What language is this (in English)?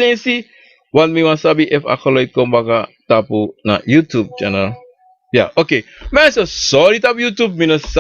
Sranan Tongo